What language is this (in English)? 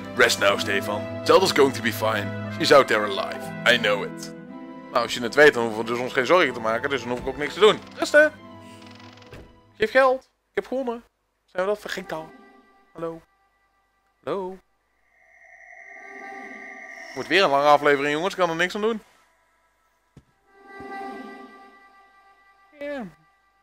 Dutch